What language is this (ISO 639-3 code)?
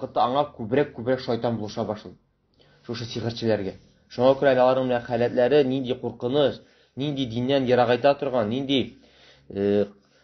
tat